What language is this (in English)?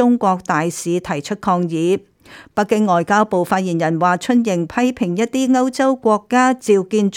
Cantonese